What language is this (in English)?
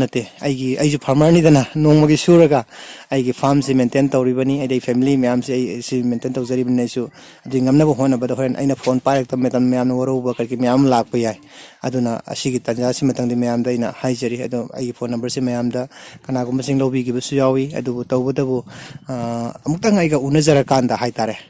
Manipuri